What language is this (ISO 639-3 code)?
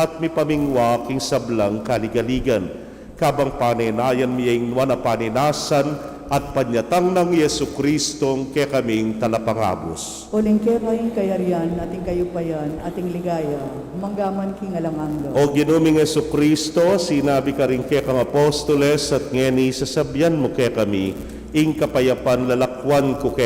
pam